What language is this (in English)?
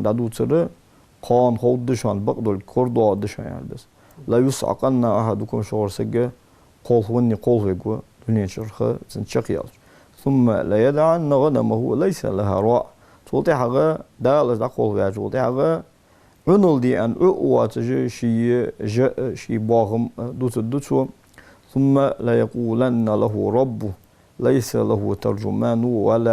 Ingush